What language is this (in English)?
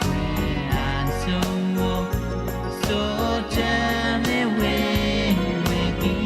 Pohnpeian